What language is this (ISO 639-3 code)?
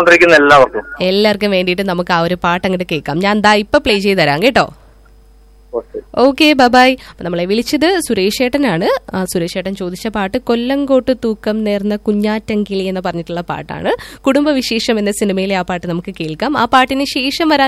mal